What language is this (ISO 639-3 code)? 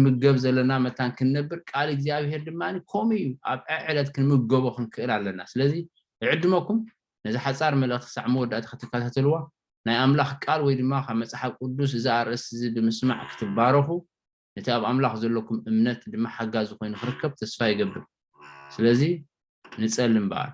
tir